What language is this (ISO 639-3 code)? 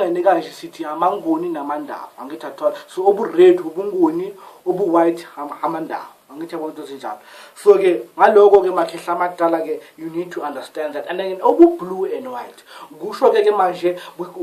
zul